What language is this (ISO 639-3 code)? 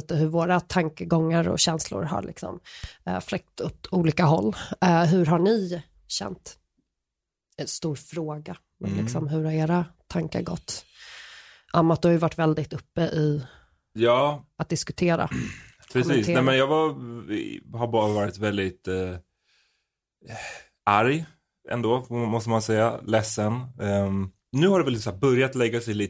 swe